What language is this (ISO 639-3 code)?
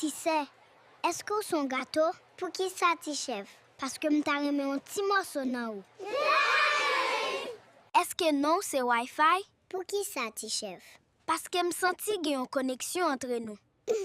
hat